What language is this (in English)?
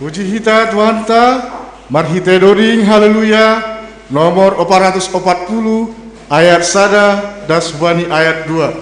Batak Simalungun